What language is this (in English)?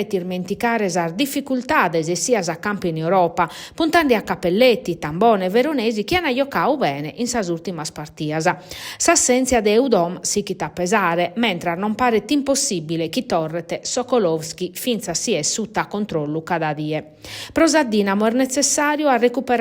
Sardinian